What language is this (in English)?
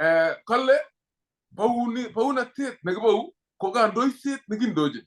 Kalenjin